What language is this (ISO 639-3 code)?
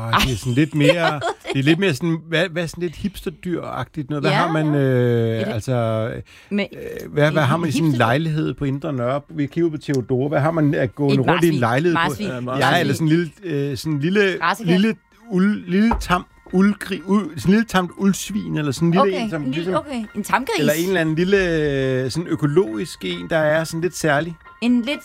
dan